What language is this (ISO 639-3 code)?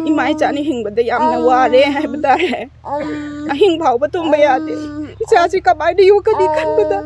mni